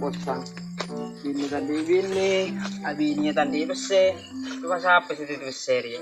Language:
Madurese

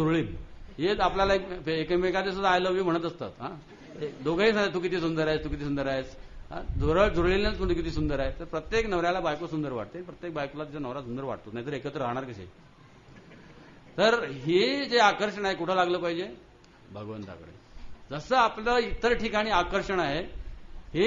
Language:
Marathi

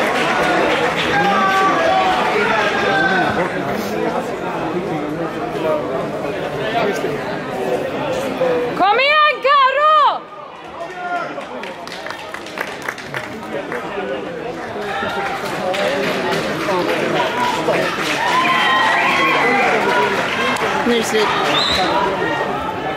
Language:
Swedish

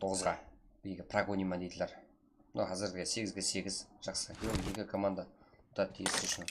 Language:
Kara-Kalpak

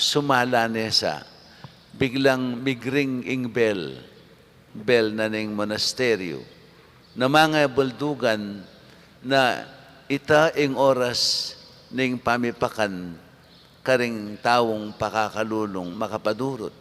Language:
Pampanga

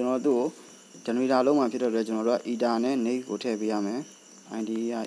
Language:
Burmese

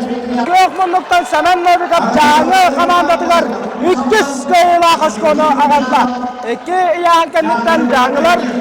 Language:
Yakut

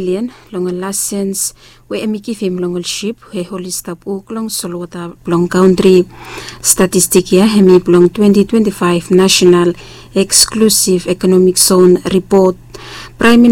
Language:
Bislama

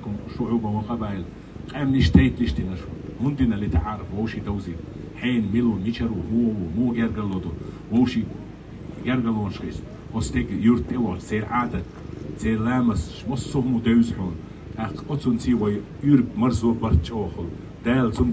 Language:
Chechen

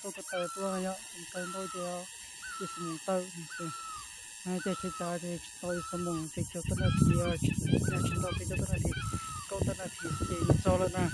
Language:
Hmong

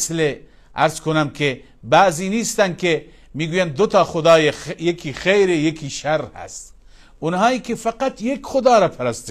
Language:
Persian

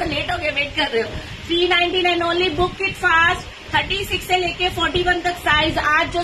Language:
Hindi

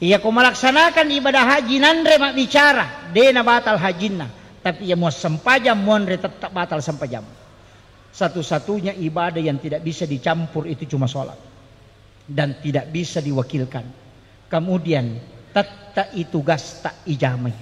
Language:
Buginese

